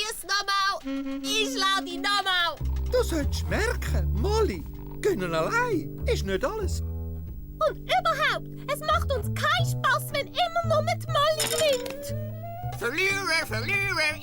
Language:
Swiss German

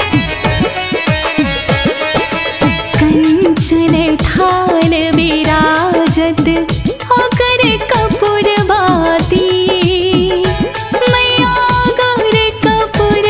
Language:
Hindi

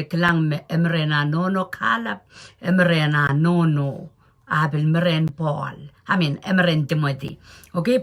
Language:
Pohnpeian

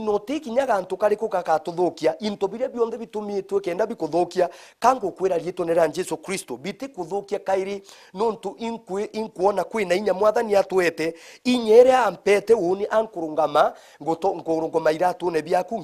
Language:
Meru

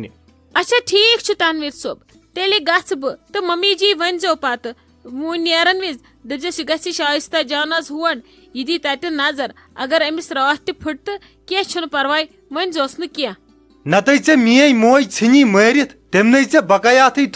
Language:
Kashmiri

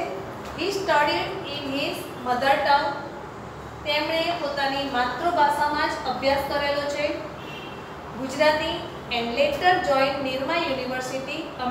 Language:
Gujarati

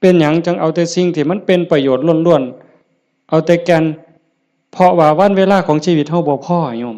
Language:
Northeastern Thai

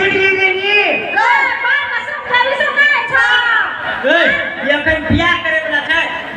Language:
Maithili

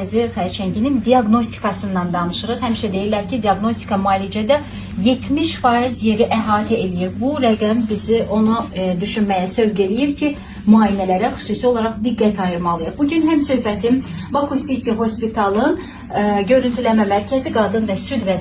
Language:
Azerbaijani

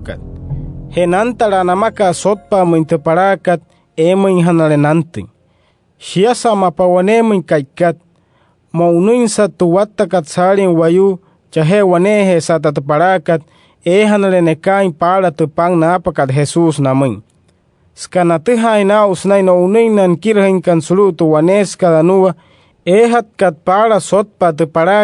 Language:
Wayuu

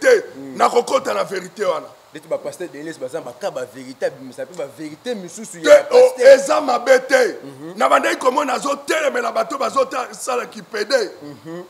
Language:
Lingala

